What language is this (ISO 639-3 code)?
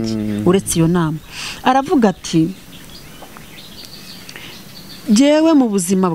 kin